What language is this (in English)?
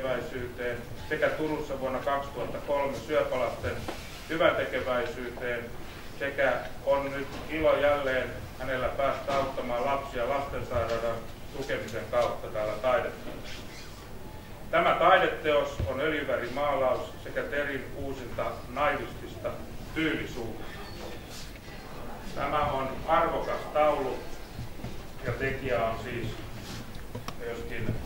Finnish